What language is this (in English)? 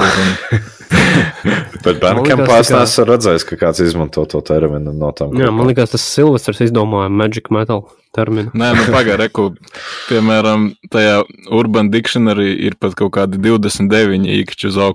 Latvian